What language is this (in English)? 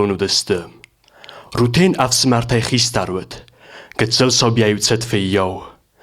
Ossetic